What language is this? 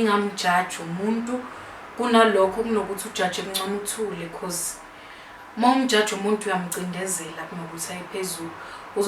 Zulu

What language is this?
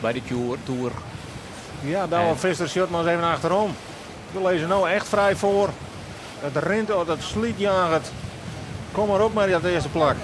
Western Frisian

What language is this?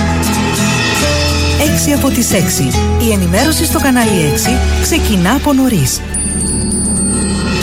Greek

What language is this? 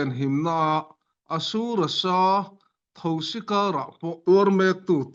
Falam Chin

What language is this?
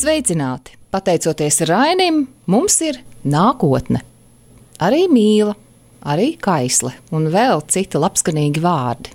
Latvian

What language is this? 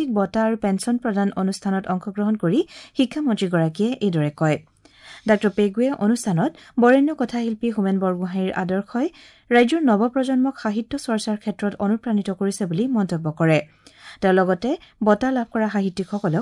Assamese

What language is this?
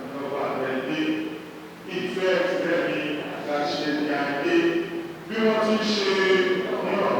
Yoruba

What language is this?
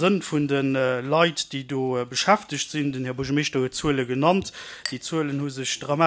Luxembourgish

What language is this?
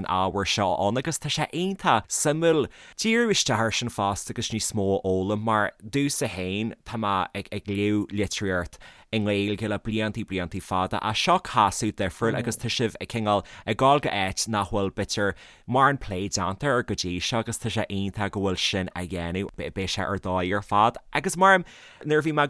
Irish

